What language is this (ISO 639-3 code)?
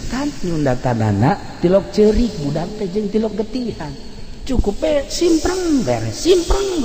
sun